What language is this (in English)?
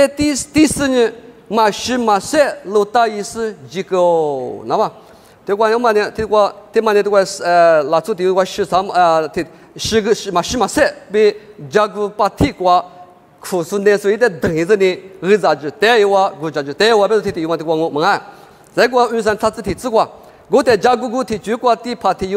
Lisu